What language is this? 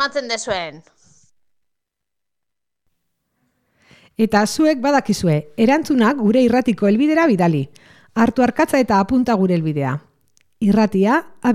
Basque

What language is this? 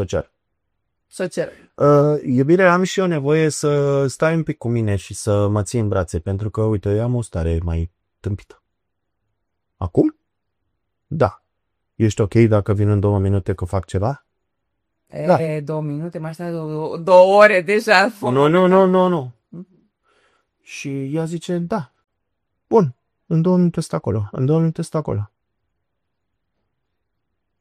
Romanian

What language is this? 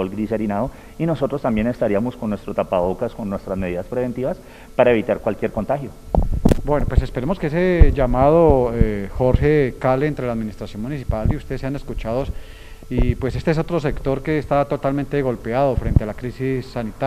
Spanish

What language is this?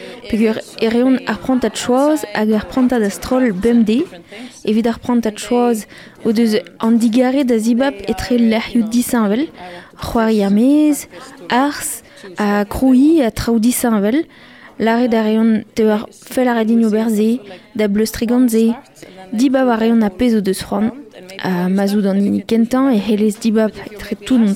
Breton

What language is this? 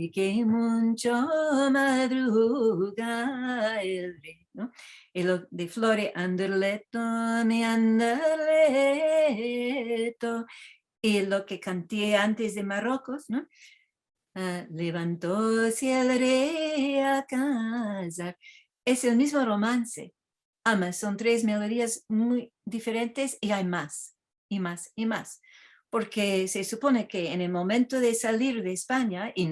Ladino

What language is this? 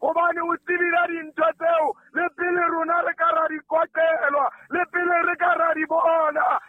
Southern Sotho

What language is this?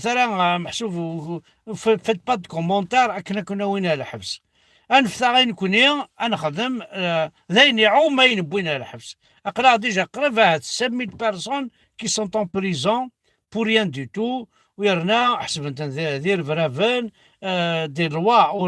Kabyle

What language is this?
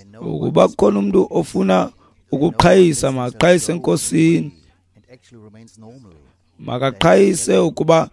Xhosa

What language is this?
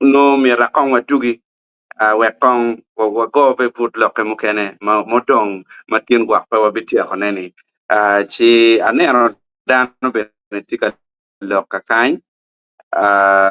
Acoli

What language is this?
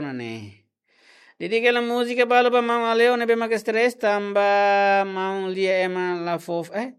Tetum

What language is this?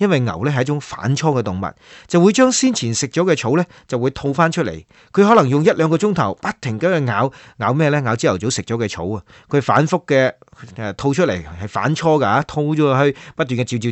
Cantonese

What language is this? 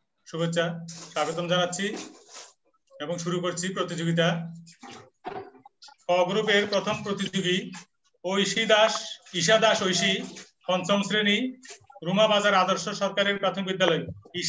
Bangla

